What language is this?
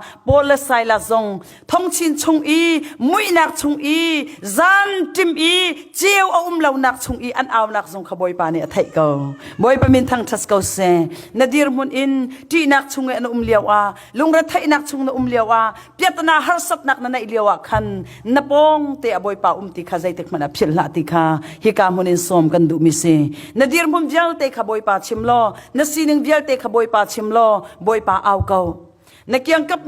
Hakha Chin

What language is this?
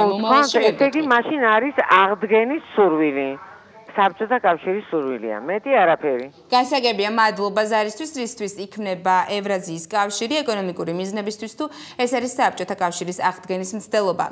Georgian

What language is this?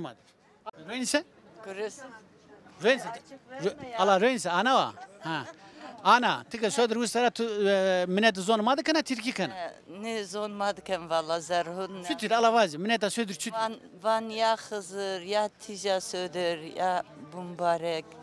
Zaza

